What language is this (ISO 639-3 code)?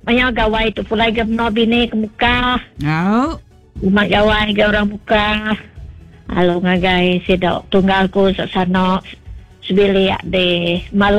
iba